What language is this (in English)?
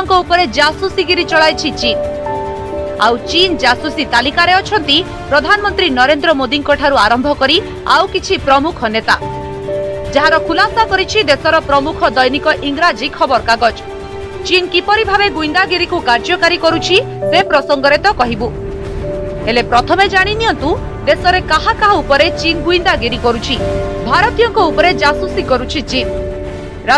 Odia